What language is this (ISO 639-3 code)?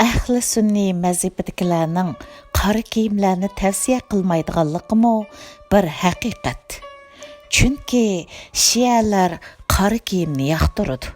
uig